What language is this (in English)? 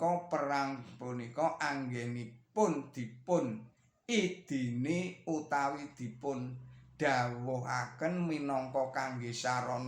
Javanese